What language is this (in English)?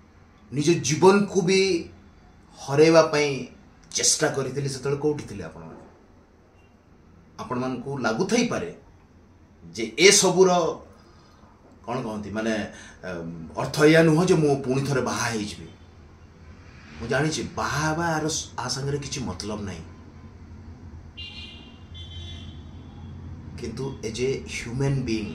Odia